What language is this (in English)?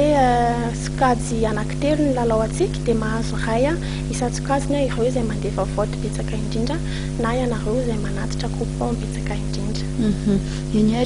Malagasy